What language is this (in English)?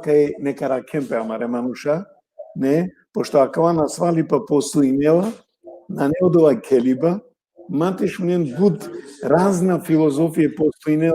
Balkan Romani